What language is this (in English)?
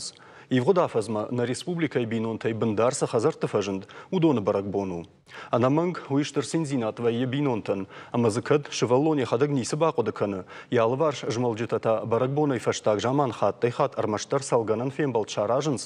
Ossetic